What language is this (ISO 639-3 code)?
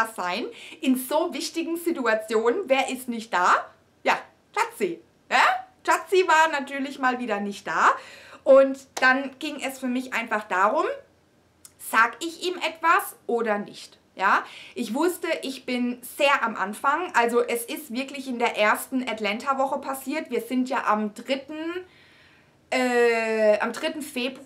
deu